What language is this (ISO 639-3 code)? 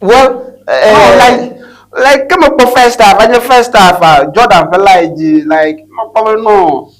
ewe